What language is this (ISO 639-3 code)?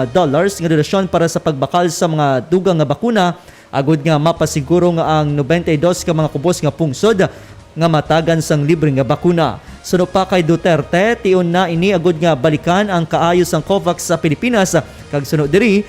hil